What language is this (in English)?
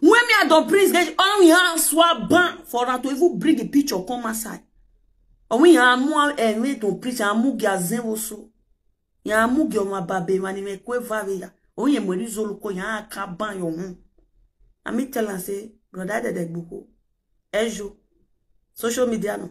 Nigerian Pidgin